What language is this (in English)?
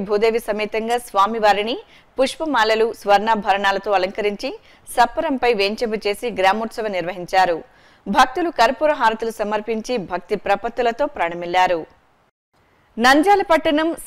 Telugu